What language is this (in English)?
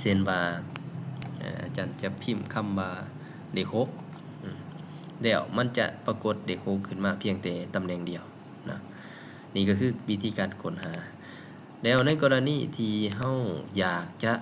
Lao